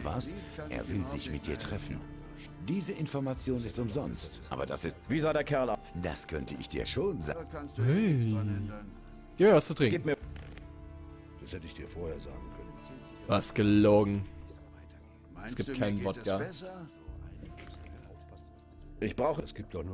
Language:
German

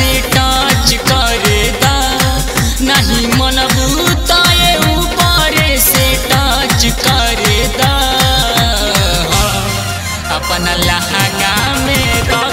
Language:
Bhojpuri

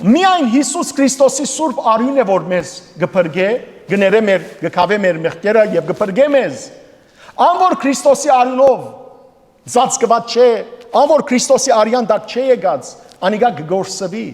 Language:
Western Armenian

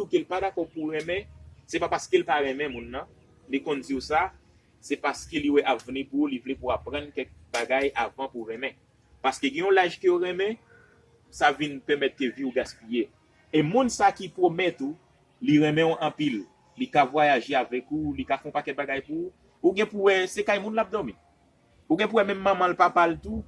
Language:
Haitian Creole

